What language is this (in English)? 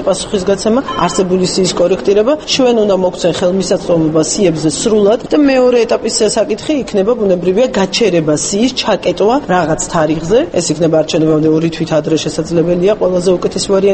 Georgian